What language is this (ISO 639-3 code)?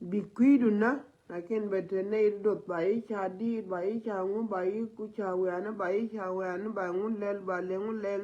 nus